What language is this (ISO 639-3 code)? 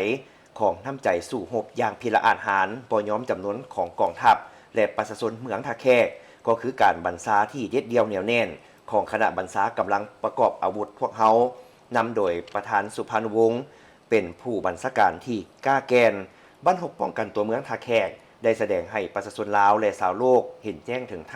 lao